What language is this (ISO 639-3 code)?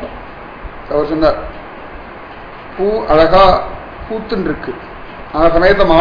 tam